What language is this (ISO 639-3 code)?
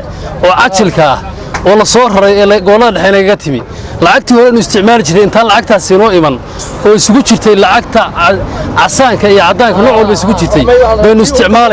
som